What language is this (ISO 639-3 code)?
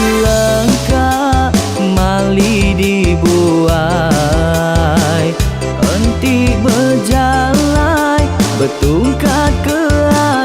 iba